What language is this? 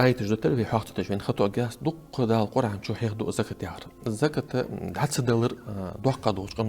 Ingush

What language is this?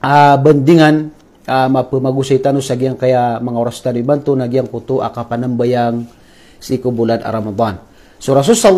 Maranao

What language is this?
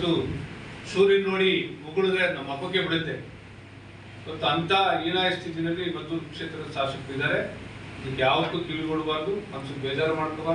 Kannada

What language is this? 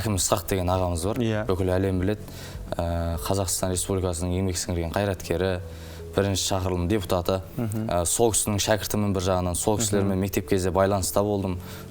Kazakh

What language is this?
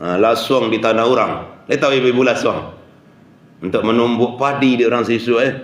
Minangkabau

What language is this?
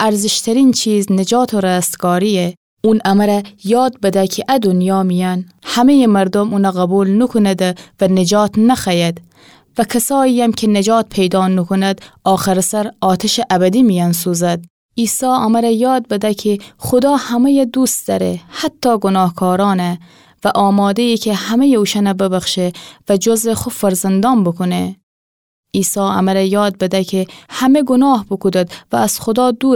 Gilaki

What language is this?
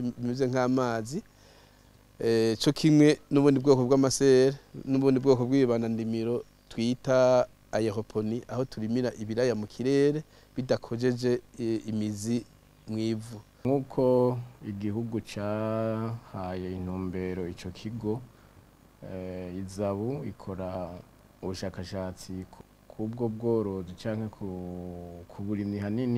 Rundi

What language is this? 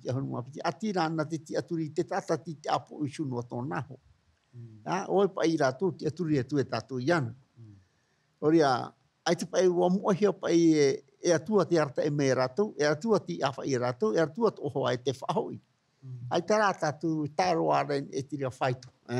Tahitian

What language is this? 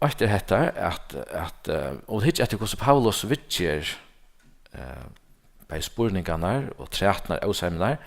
Faroese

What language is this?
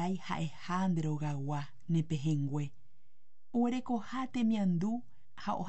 Guarani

